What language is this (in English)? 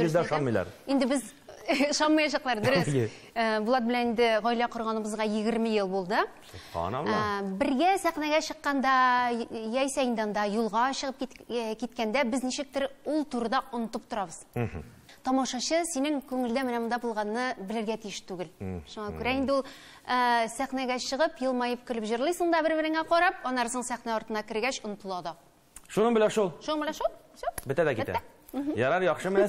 Tatar